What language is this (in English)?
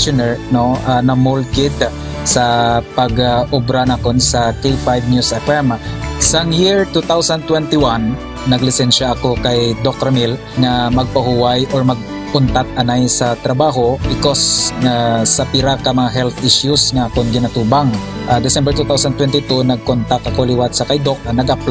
Hiligaynon